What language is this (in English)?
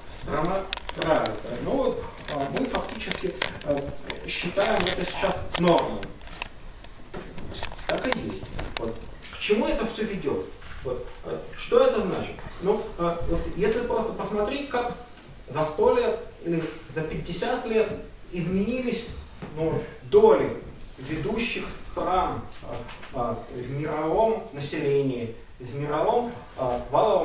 Russian